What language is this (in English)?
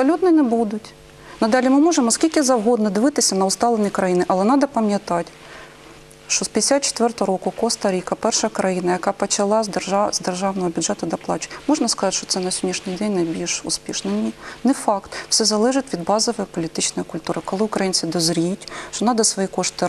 Ukrainian